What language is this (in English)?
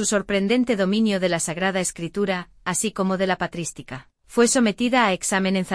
Spanish